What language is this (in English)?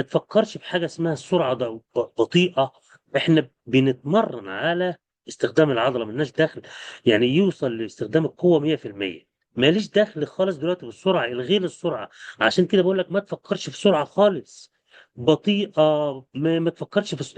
Egyptian Arabic